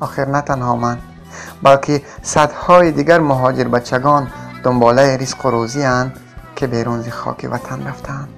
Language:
Tajik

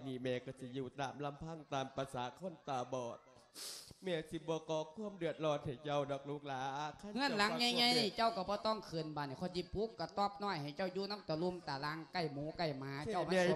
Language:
Lao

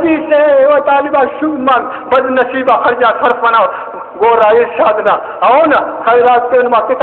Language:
Brahui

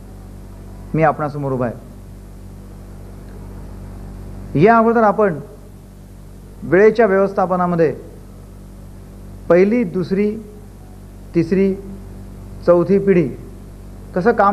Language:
Marathi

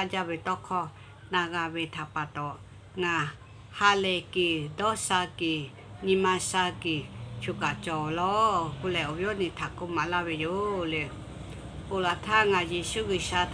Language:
Lahu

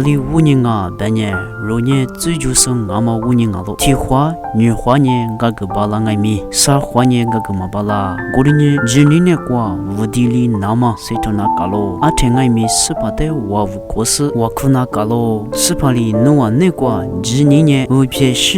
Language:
Lisu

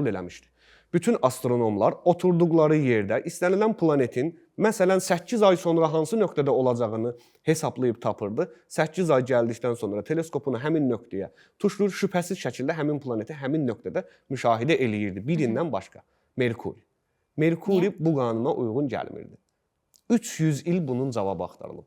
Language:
Azerbaijani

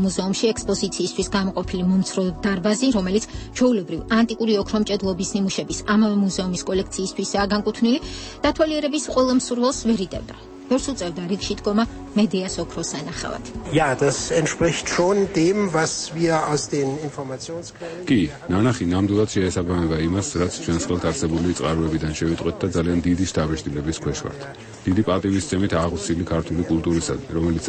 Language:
Georgian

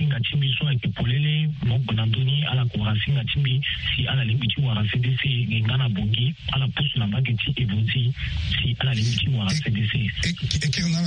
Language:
Sango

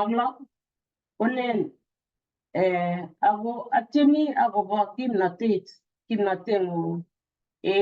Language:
Kalenjin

